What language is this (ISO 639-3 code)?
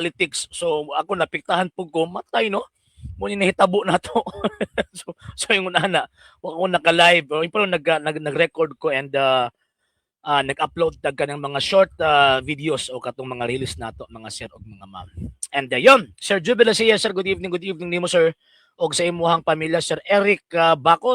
ceb